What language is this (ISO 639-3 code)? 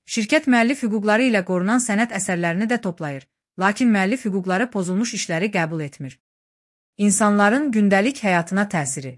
aze